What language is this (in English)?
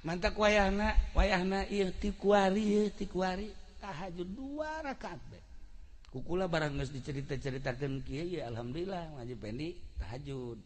Sundanese